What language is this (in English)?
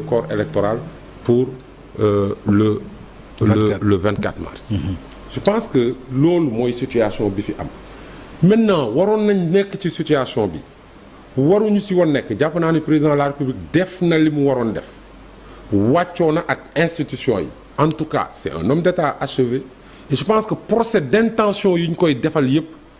Wolof